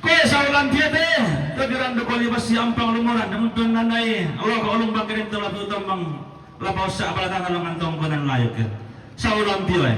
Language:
Toraja-Sa'dan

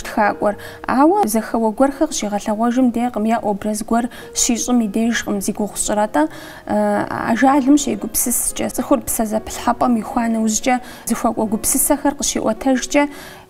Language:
Kabardian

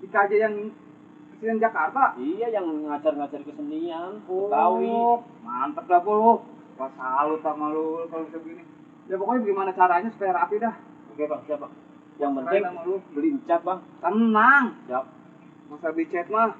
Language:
Betawi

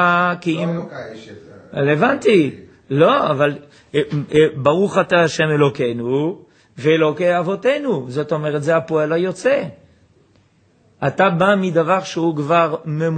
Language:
Hebrew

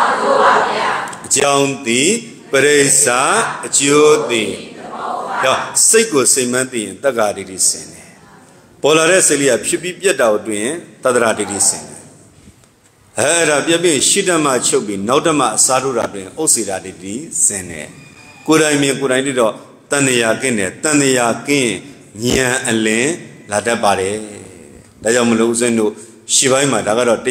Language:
Burmese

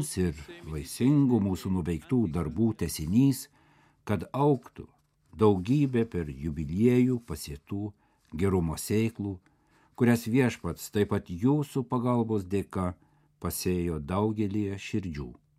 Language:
Lithuanian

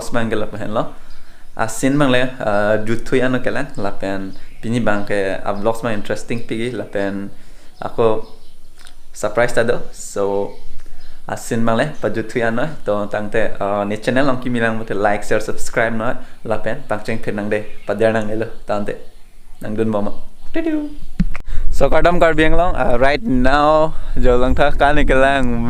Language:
Karbi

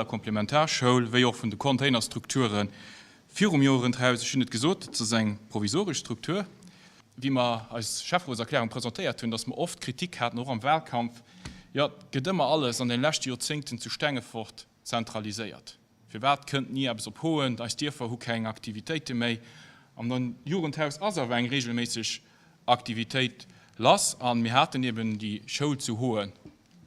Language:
Luxembourgish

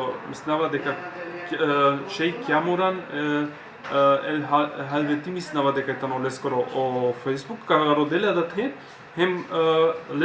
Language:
Balkan Romani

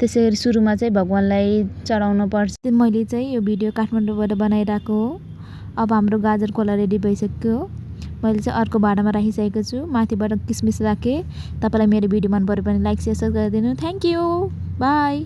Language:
Nepali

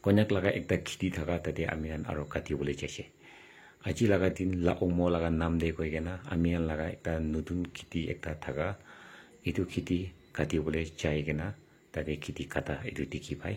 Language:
Naga Pidgin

